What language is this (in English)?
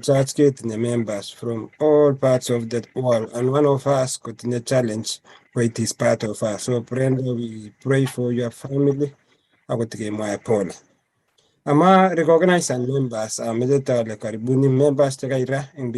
Kalenjin